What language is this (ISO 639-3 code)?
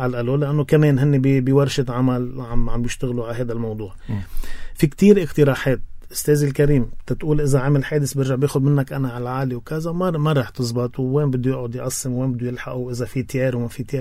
apc